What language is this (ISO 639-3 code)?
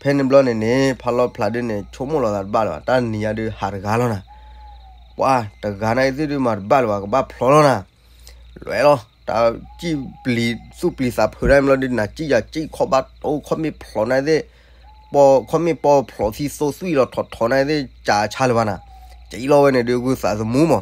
ksw